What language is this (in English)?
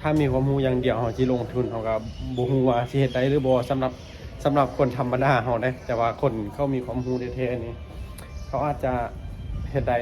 Lao